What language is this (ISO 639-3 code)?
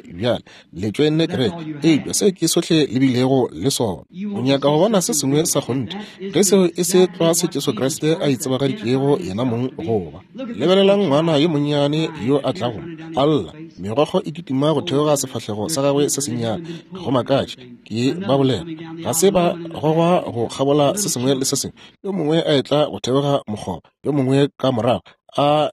nso